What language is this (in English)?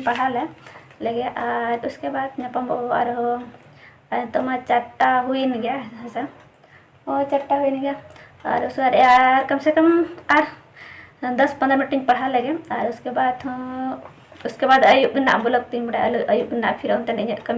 Santali